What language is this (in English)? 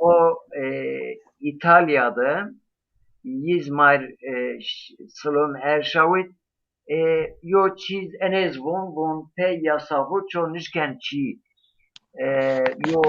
Zaza